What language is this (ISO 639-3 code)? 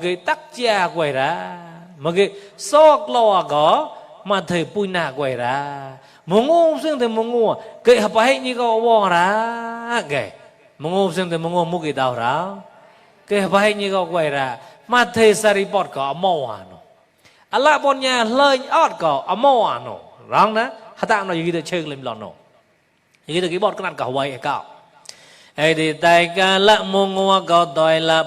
mnw